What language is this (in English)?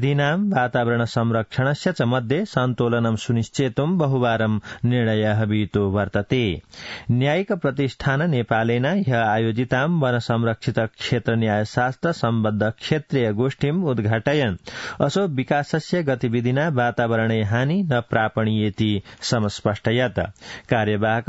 Sanskrit